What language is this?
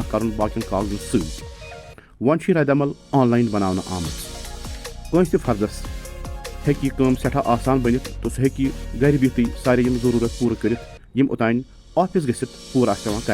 Kashmiri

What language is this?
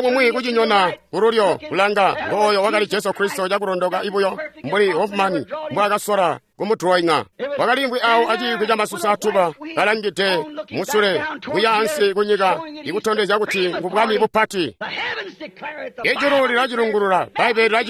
Tonga (Zambia)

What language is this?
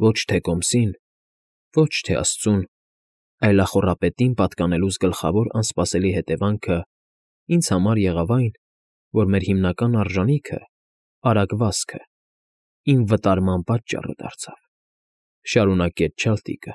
Armenian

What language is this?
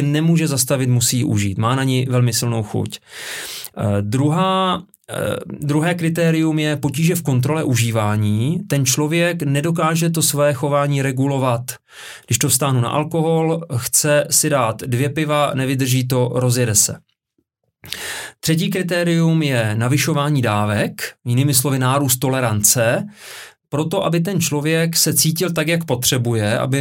Czech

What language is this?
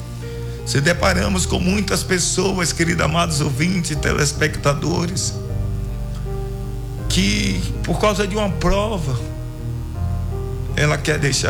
Portuguese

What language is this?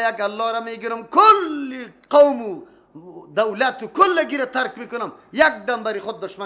Persian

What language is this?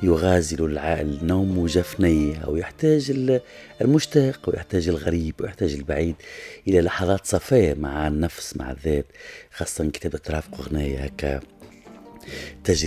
Arabic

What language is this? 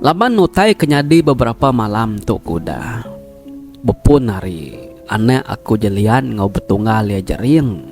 Iban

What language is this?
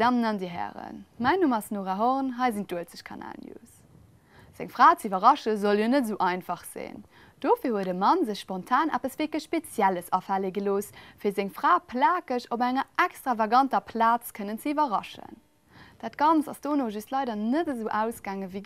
Luxembourgish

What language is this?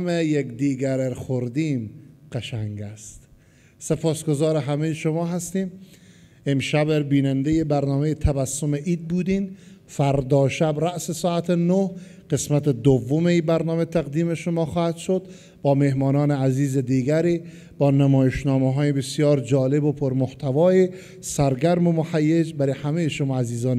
Persian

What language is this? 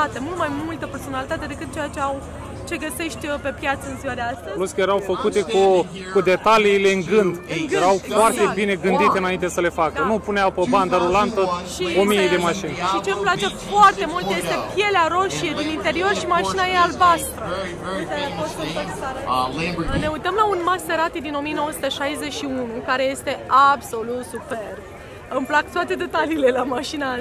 Romanian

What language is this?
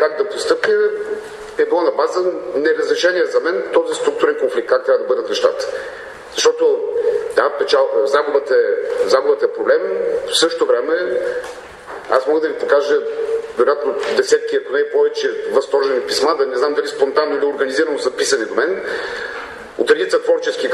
Bulgarian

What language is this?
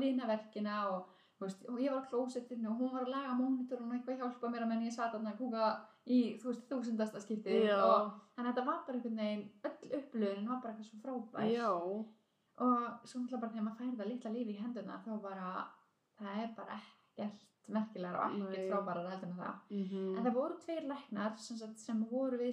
Icelandic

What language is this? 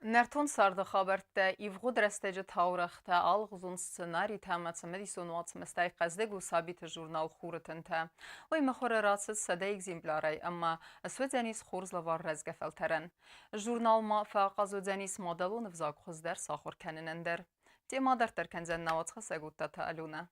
Ossetic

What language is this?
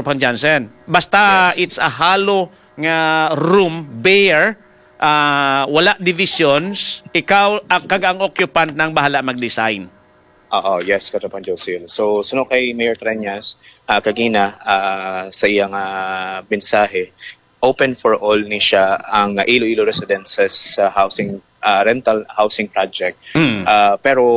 Hiligaynon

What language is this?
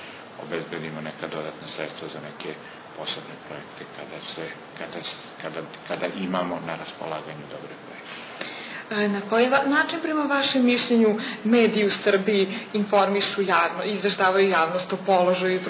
Serbian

